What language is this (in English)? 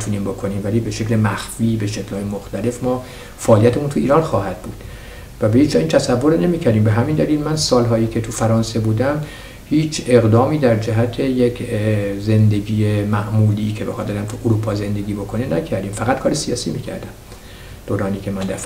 Persian